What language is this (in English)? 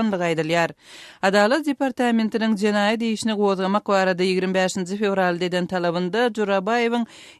Turkmen